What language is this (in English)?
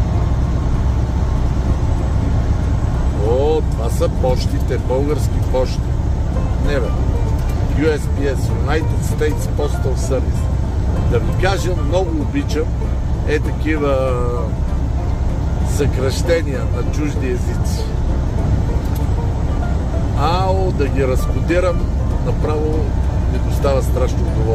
Bulgarian